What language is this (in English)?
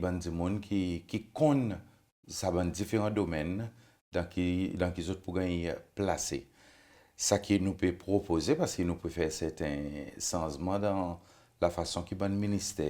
Seselwa Creole French